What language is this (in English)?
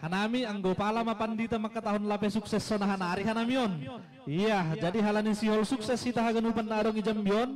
Batak Simalungun